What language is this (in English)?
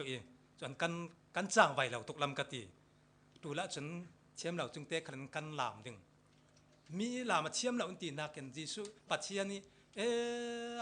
Falam Chin